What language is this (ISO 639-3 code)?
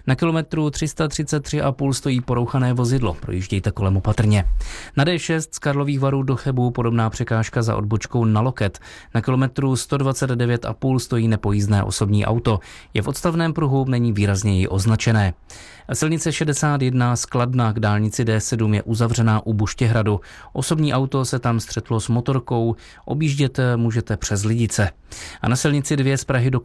ces